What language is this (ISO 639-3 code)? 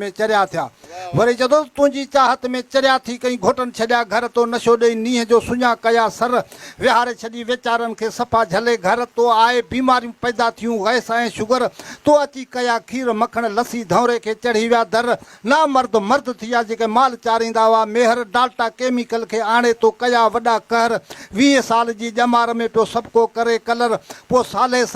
snd